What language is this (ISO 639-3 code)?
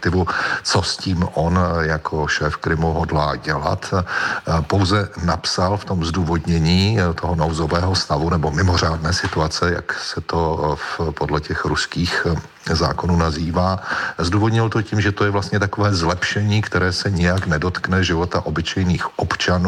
ces